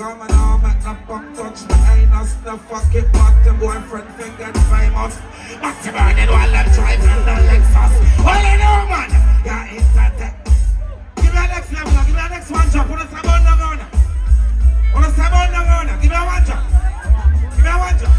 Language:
Jamaican Creole English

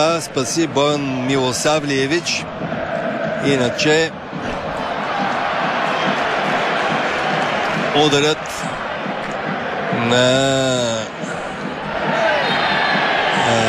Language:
Bulgarian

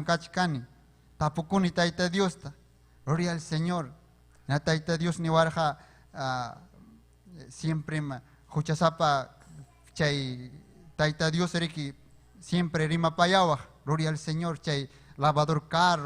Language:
Ayacucho Quechua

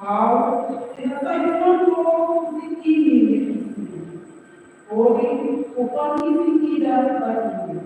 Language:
Tetum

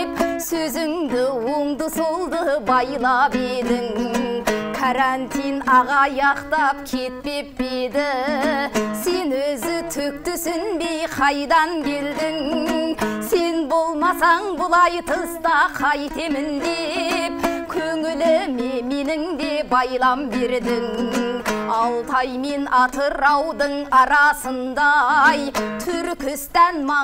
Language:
Kazakh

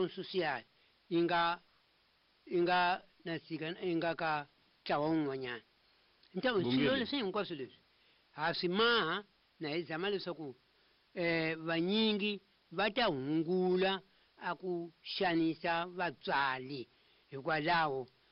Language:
Tsonga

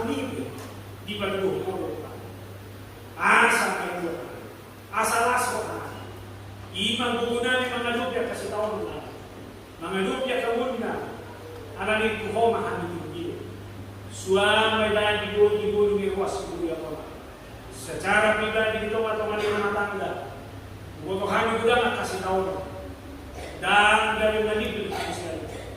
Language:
Batak Toba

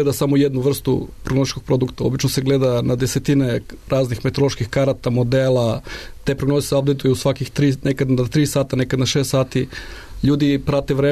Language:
Serbian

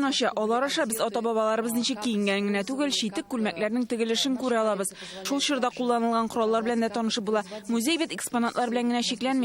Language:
Tatar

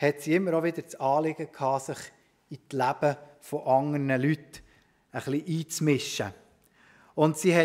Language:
Swiss German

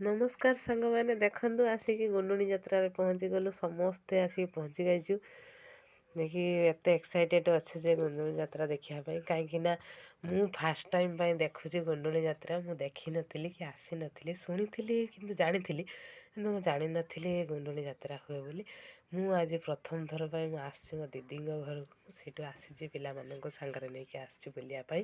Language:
Odia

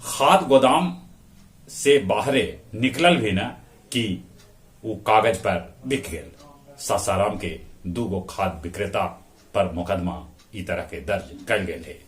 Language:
Magahi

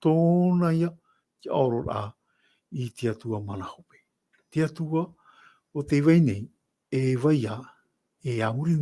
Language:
Tahitian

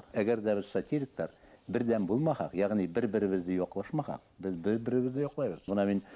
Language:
Bashkir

